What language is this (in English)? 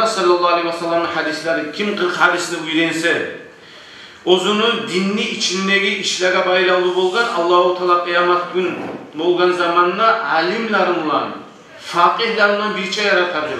Kumyk